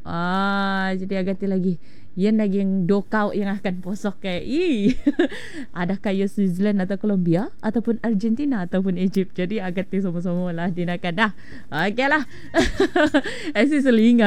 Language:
Malay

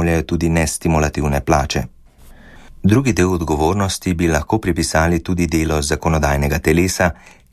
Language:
Slovenian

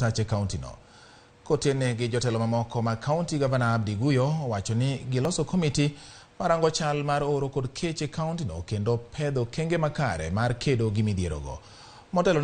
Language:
Luo (Kenya and Tanzania)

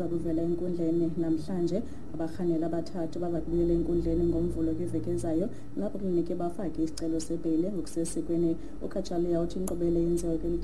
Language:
Xhosa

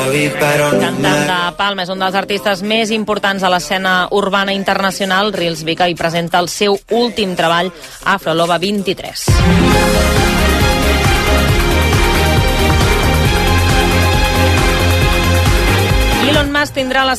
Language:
Catalan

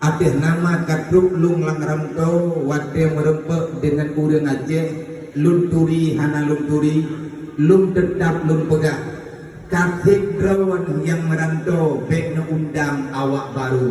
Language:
Achinese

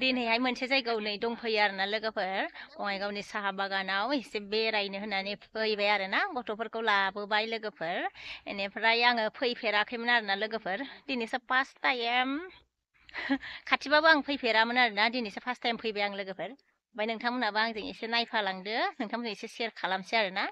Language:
Bodo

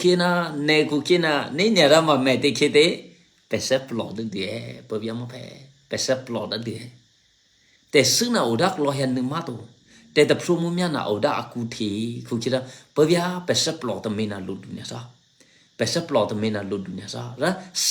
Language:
Eastern Kayah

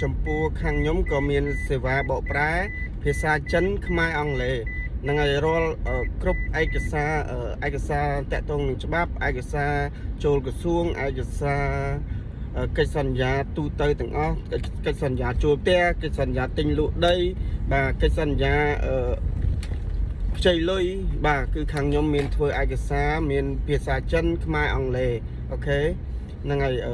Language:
Khmer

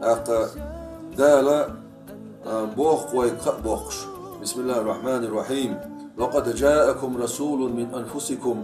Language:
Chechen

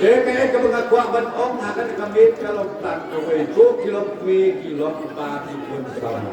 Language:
Khasi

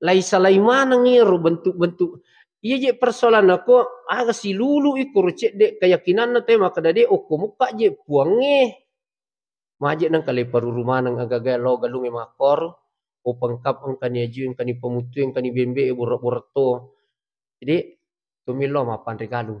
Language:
Buginese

